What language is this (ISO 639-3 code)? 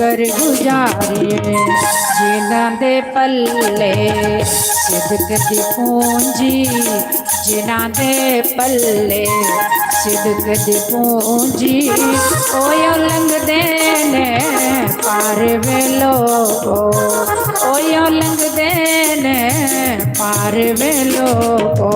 doi